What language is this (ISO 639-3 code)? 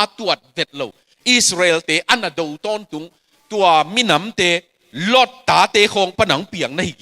ctd